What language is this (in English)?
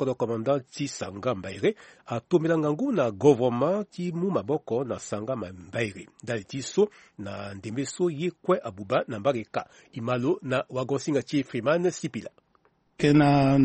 Sango